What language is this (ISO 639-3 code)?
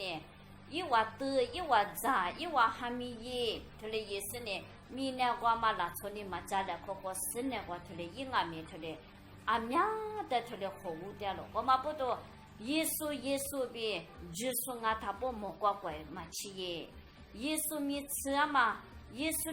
lis